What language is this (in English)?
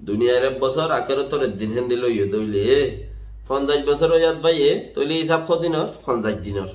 Rohingya